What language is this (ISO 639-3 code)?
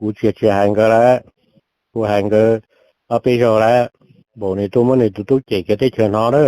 hmn